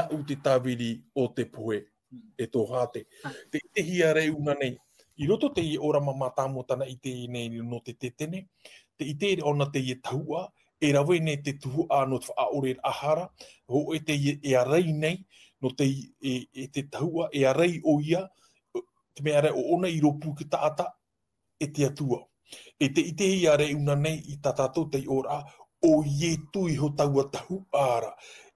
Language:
Tahitian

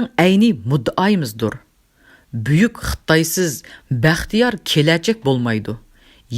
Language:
Uyghur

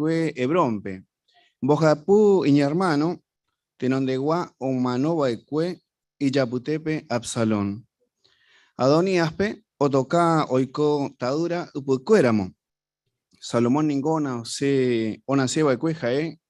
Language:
Guarani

